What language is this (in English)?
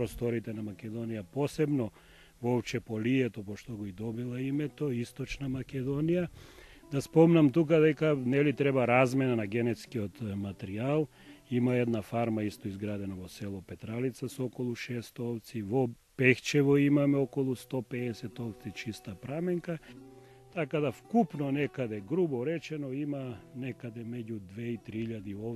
Macedonian